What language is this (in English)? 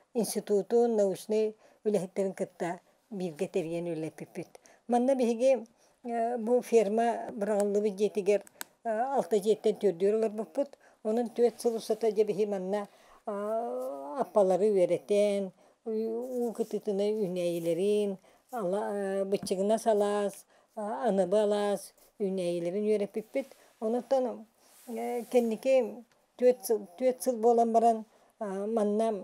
Yakut